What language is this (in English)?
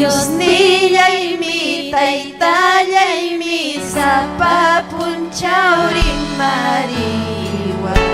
Ayacucho Quechua